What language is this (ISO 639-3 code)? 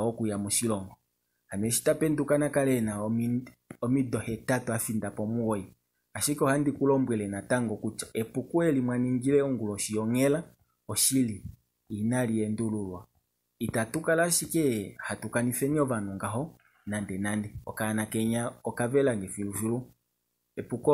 kua